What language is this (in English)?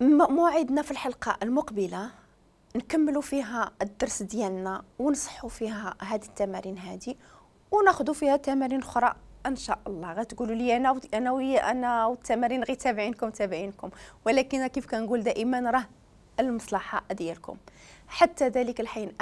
Moroccan Arabic